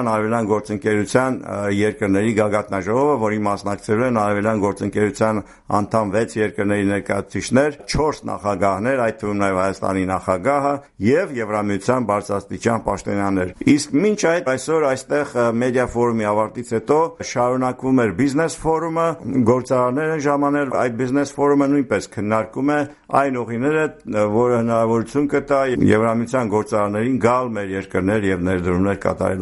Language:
Armenian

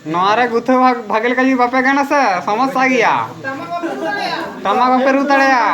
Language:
Santali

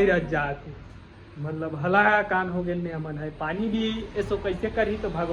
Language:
Chhattisgarhi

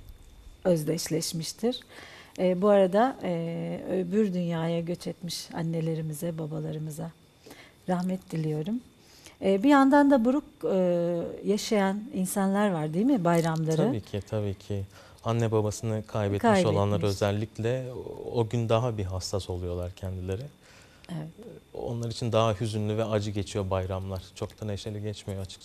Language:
Turkish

